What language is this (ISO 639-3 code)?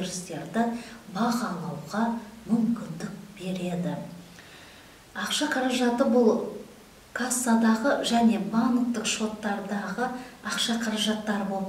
kaz